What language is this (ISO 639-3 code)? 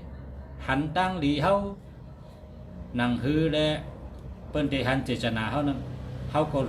shn